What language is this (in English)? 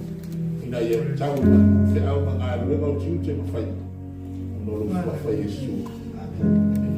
Samoan